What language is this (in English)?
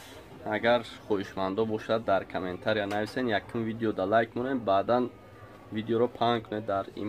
Tajik